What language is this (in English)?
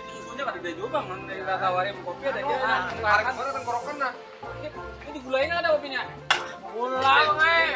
Banjar